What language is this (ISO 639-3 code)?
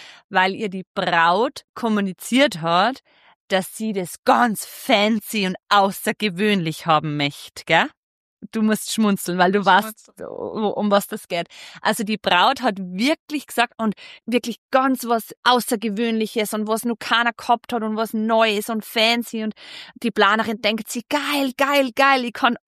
deu